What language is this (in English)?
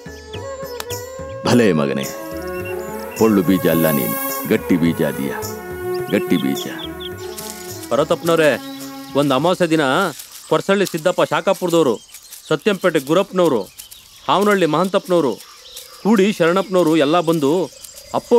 Kannada